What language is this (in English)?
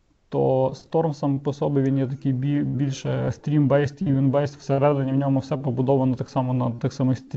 Ukrainian